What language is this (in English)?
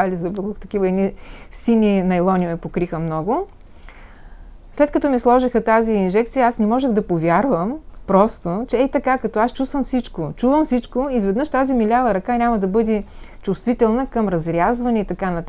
Bulgarian